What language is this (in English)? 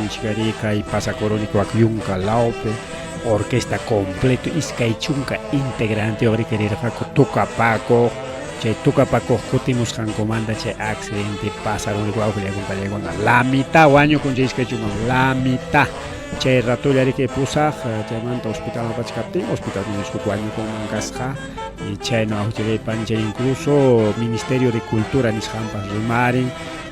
Ayacucho Quechua